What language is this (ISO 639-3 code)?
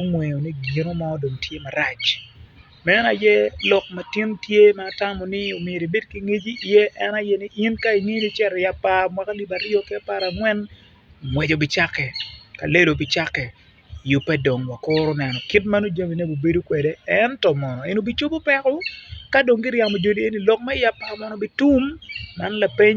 ach